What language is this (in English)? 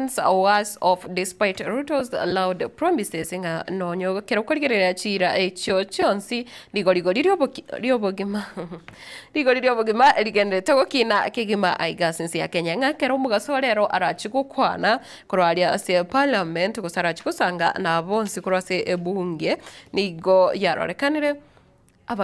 Gusii